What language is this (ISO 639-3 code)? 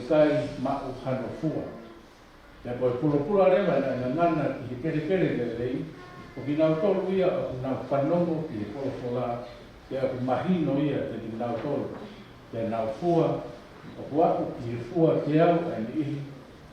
ton